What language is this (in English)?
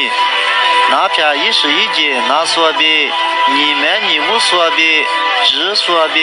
Lisu